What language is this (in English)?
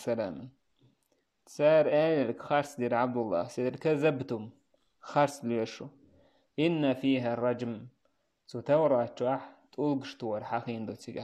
Chechen